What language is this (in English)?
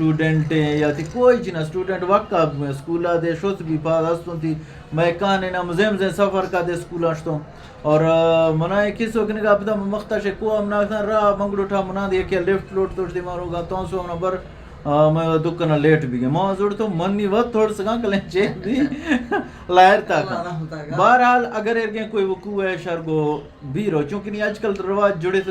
Eastern Balochi